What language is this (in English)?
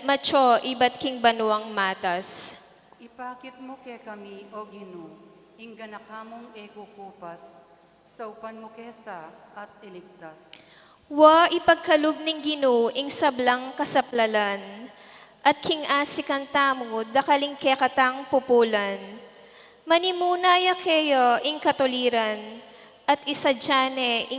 Pampanga